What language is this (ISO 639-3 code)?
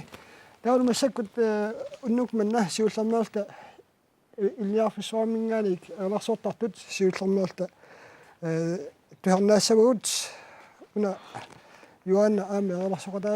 kal